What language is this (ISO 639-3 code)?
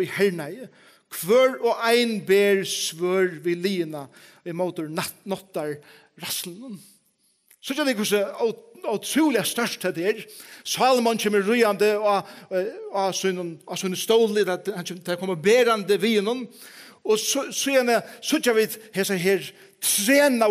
fao